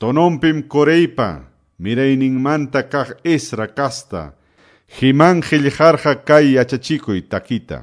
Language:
Quechua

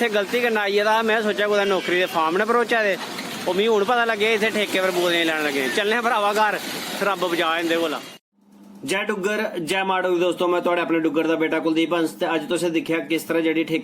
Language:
Dogri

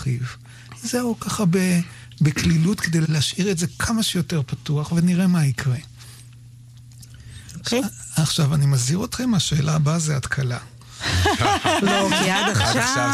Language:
Hebrew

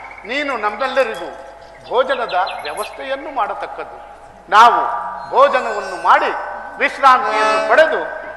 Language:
Kannada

